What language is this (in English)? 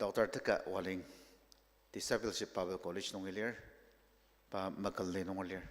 Ao Naga